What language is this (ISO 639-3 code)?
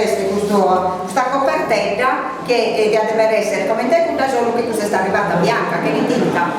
srd